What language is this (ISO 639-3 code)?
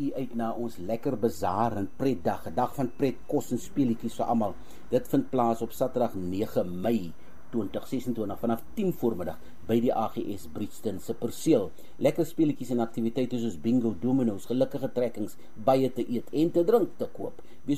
afr